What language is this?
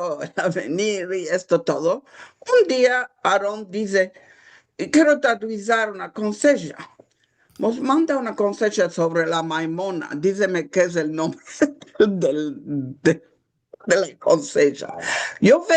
Ladino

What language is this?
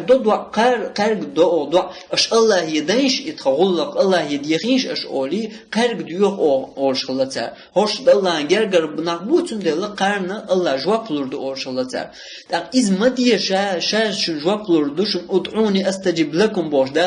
Chechen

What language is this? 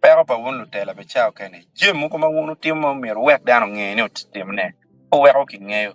Acoli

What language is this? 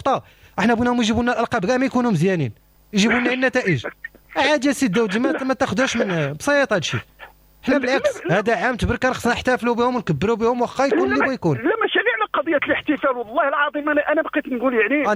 Moroccan Arabic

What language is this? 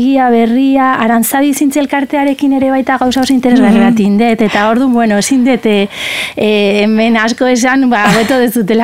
Basque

